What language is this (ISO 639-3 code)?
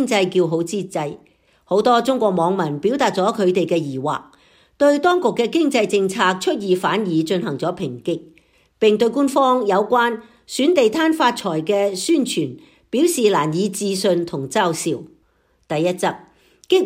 yue